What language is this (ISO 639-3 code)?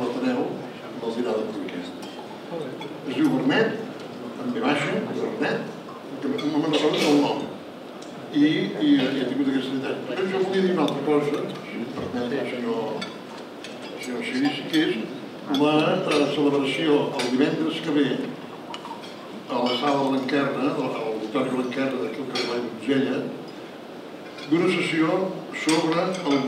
cat